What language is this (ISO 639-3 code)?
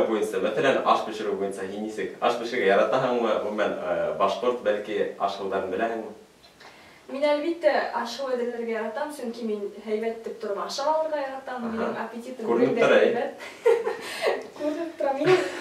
bak